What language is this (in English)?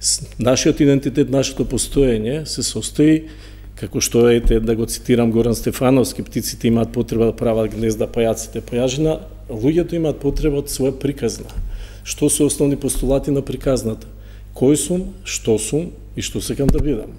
Macedonian